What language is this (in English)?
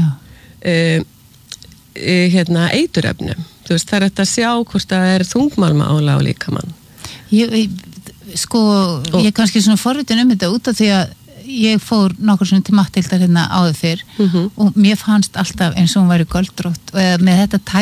Icelandic